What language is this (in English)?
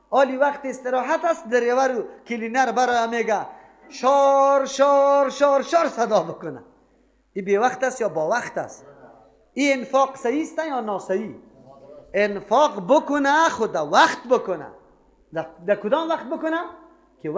Persian